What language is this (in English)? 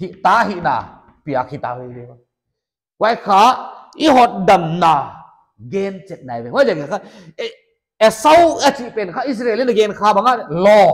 Paite Chin